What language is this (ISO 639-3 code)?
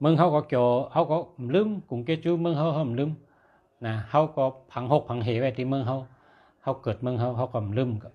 shn